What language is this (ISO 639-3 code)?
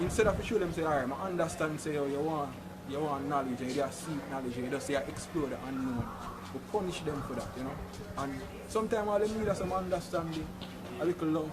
jam